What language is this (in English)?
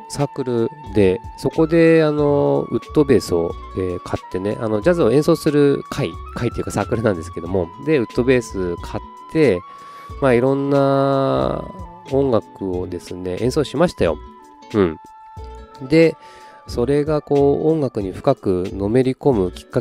Japanese